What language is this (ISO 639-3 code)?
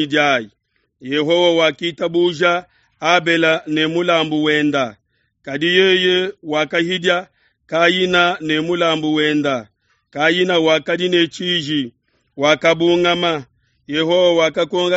lua